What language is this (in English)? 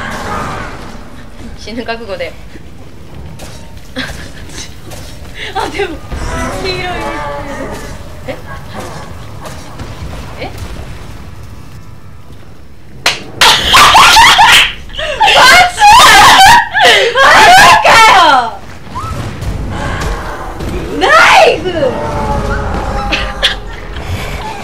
Japanese